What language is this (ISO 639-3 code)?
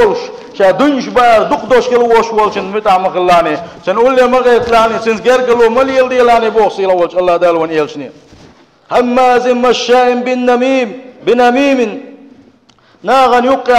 che